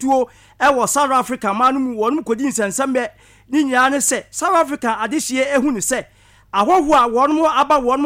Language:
Akan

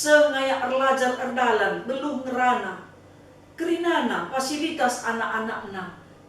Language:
Batak Karo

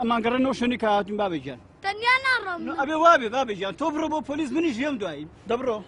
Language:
Kurdish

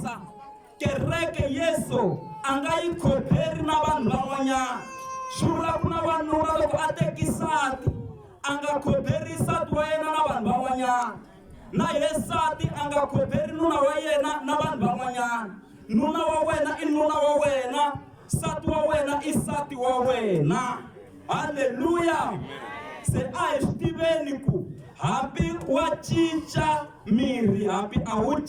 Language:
Tsonga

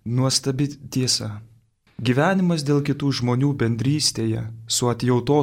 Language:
Lithuanian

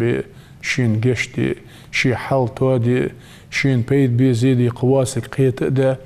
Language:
Ingush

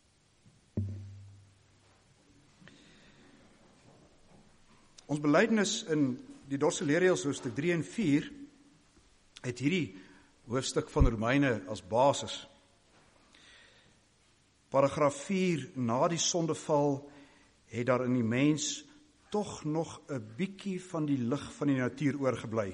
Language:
Afrikaans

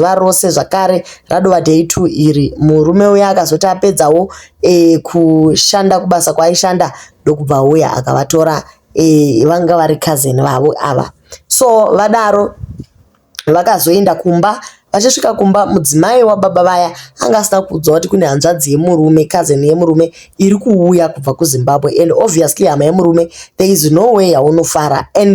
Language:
Shona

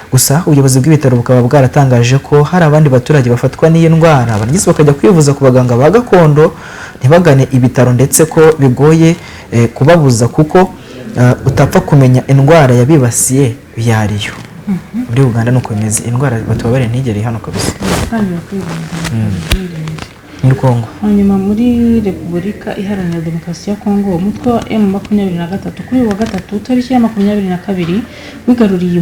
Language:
Kinyarwanda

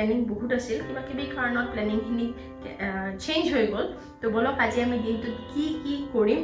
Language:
Assamese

